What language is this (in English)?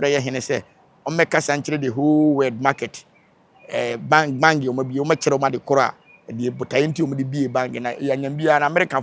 Akan